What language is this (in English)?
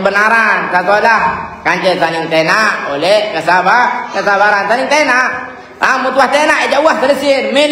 Sasak